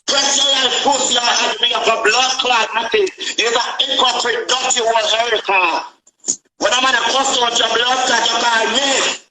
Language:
Jamaican Creole English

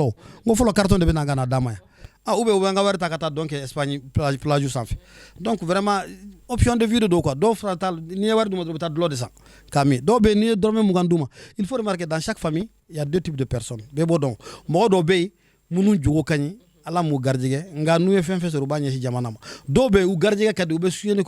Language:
Bambara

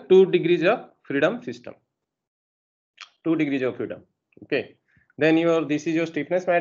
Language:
English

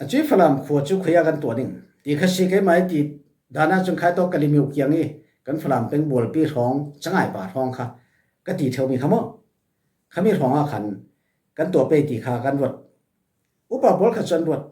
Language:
Falam Chin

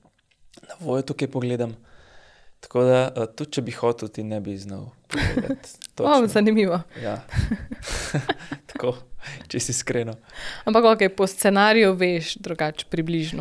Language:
Slovenian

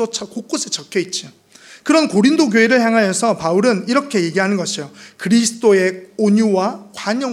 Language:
Korean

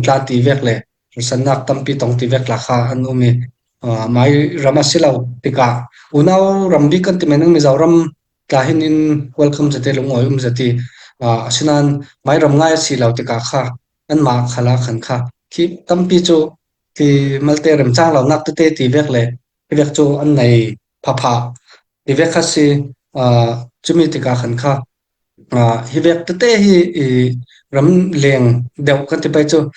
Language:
Falam Chin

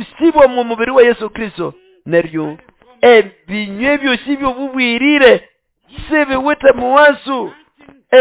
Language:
Nande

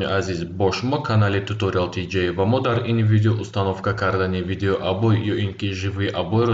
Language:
Tajik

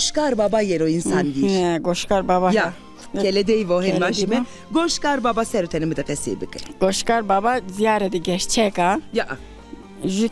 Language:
Zaza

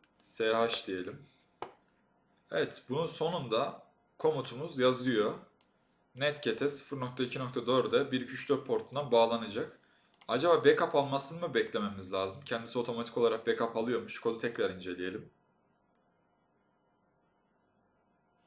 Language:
Turkish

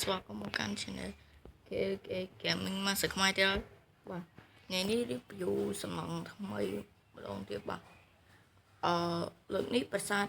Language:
Khmer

